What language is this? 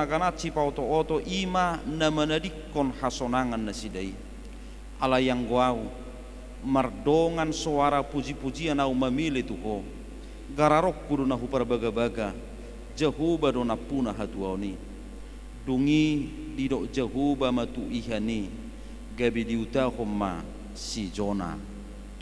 Batak Toba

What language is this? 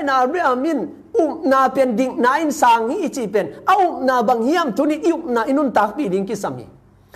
Tedim Chin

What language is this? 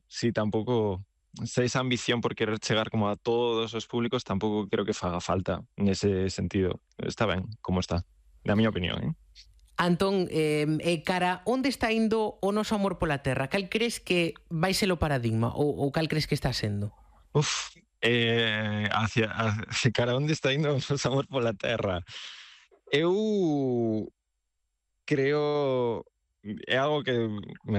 Galician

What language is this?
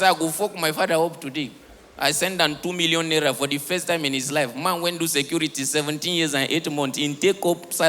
Nigerian Pidgin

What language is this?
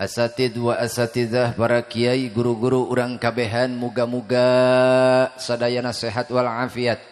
Sundanese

